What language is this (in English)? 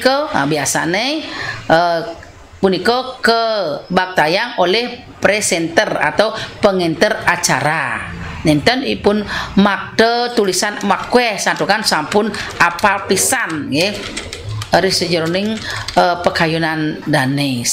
Balinese